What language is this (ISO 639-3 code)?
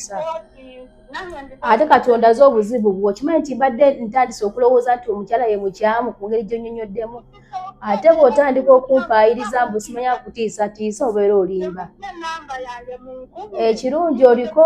lug